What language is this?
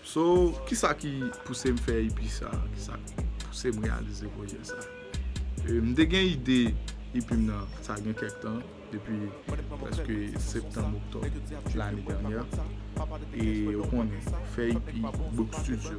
Haitian Creole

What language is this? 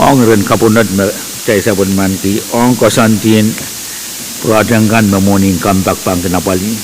Pohnpeian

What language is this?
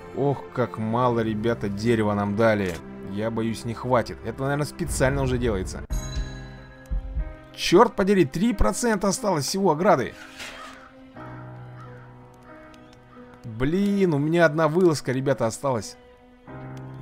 Russian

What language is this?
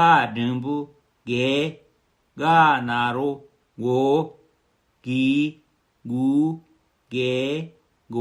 Tibetan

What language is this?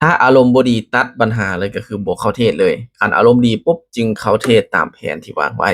Lao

